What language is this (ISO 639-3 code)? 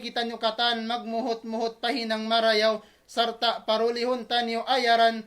tsg